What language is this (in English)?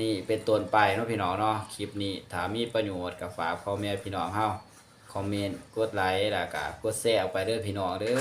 Lao